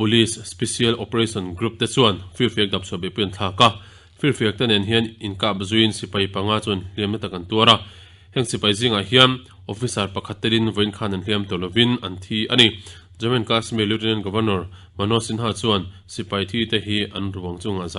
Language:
Mizo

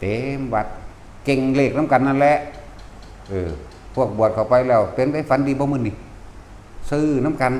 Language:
Lao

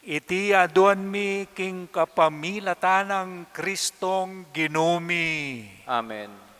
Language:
Pampanga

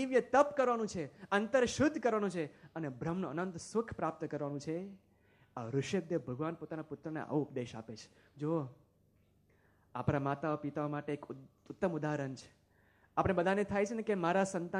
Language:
Gujarati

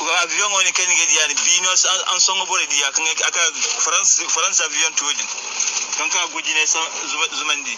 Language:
Bambara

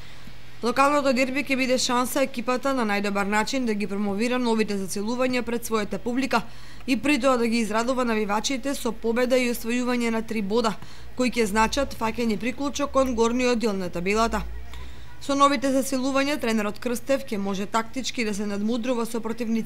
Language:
Macedonian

